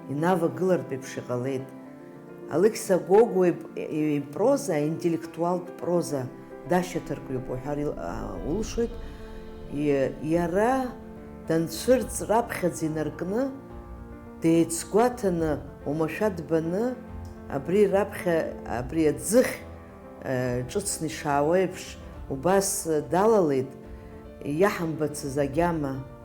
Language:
Abkhazian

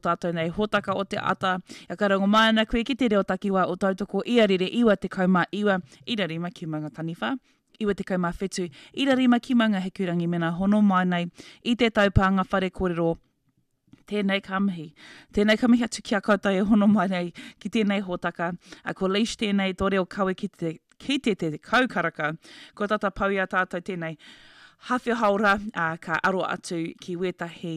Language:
Māori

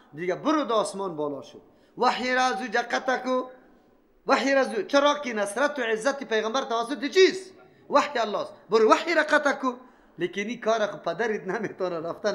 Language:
Persian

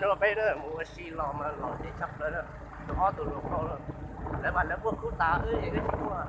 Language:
Hmong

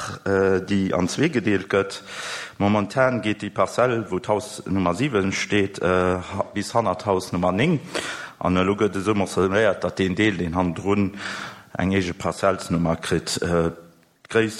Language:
Luxembourgish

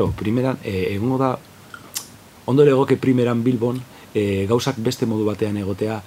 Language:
Basque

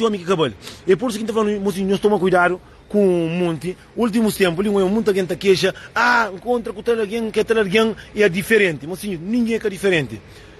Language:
Kabuverdianu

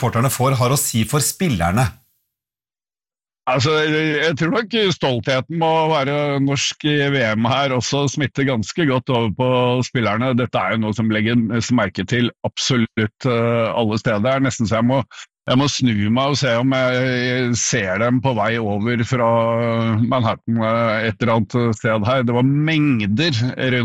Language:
Norwegian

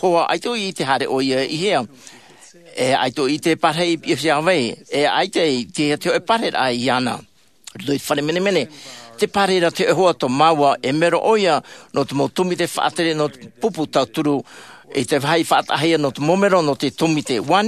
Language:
Tahitian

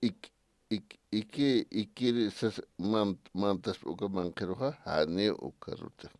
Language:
Aymara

